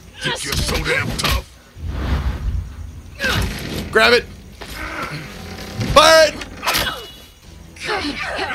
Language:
English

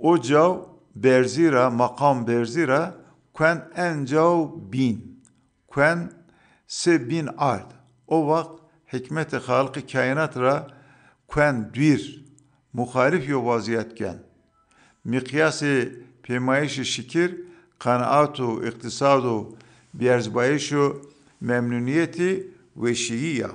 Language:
Zaza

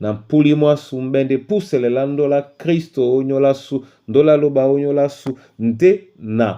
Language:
Duala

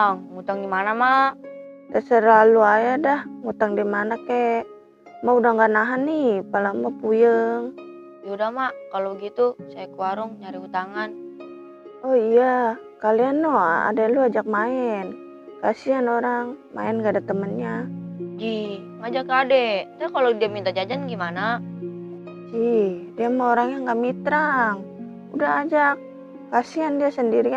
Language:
Betawi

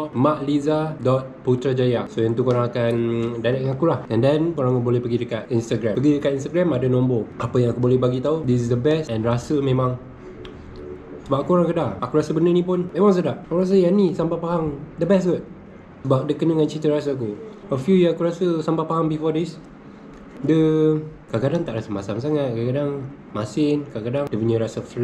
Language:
Malay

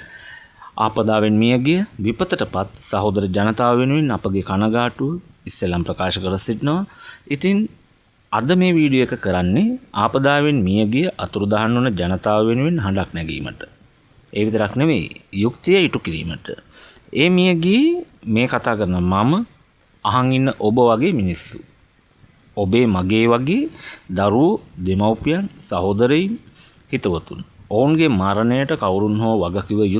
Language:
Sinhala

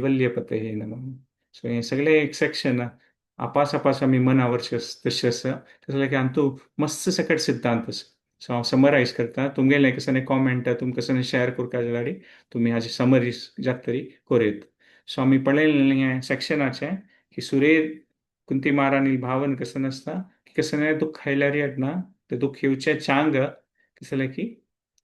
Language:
Konkani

